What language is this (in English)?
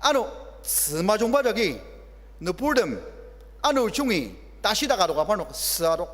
Ao Naga